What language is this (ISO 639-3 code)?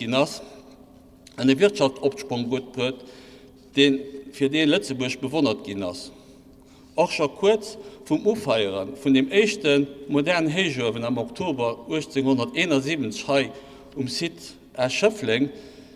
ltz